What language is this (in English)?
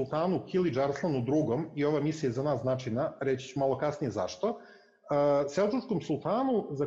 Serbian